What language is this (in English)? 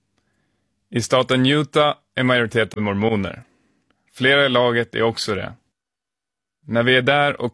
Swedish